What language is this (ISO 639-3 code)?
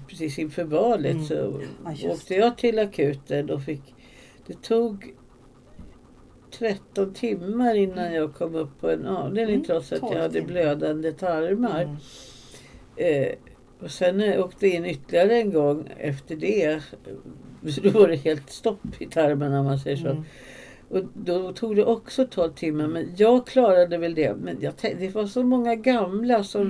swe